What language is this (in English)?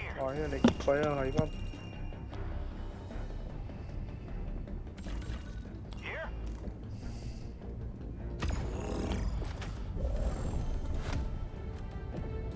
Turkish